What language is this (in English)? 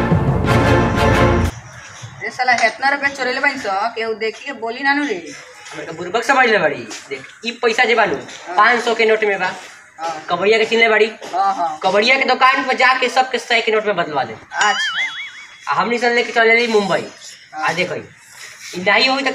Bhojpuri